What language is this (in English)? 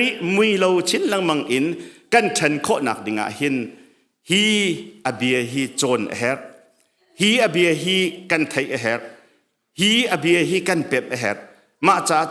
Hakha Chin